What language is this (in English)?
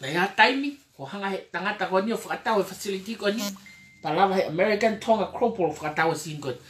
Tongan